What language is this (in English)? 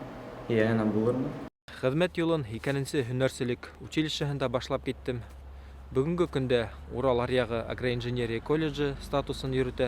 Bashkir